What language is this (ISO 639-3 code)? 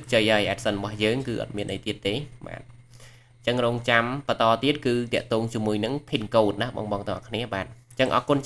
khm